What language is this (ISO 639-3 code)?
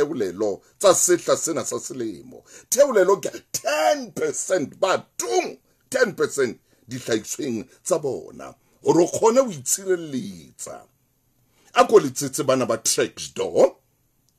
sot